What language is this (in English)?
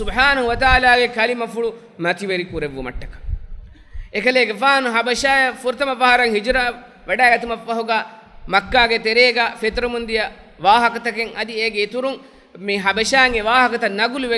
Divehi